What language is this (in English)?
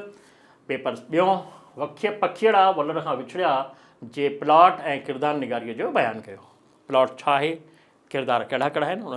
Sindhi